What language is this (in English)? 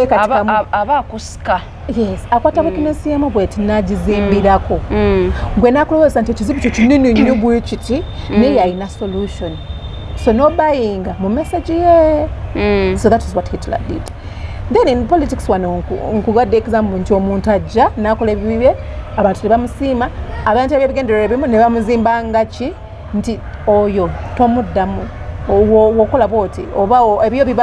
Ganda